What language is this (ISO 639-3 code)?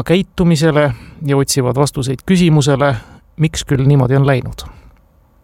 est